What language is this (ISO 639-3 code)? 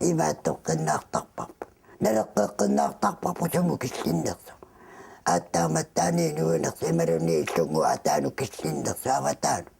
kal